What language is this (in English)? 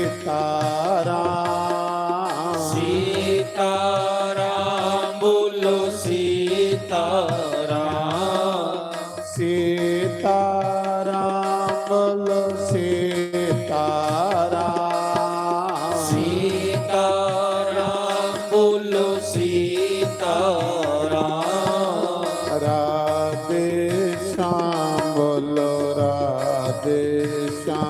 Dogri